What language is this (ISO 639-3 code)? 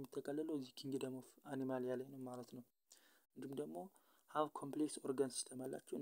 amh